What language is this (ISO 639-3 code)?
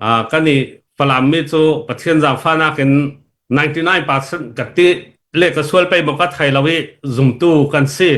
cfm